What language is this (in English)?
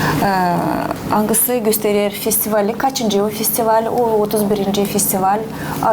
Gagauz